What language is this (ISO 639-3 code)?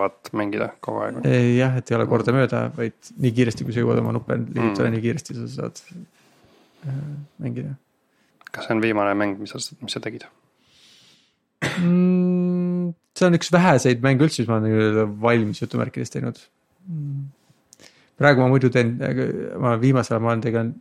est